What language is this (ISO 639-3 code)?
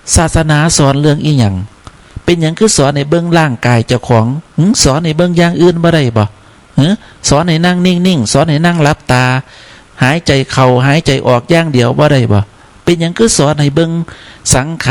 tts